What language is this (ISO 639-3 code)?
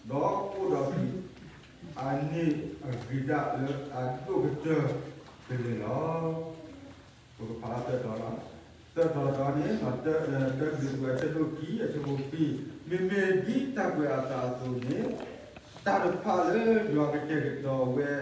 ksw